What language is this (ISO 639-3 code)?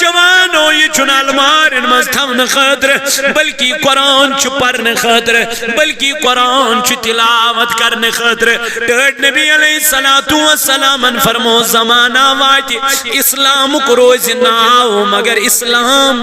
kas